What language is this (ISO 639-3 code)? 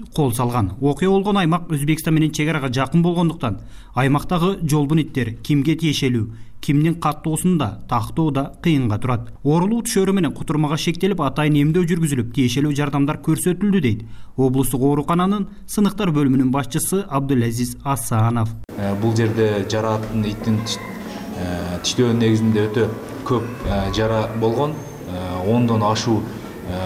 kir